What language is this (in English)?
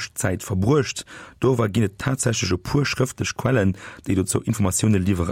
Luxembourgish